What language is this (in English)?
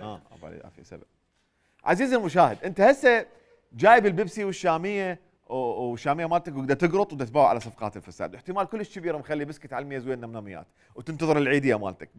Mesopotamian Arabic